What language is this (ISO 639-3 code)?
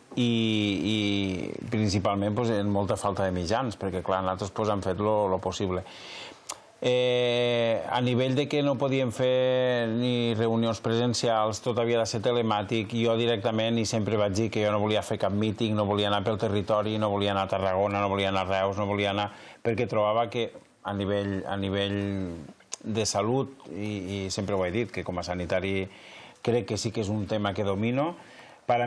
cat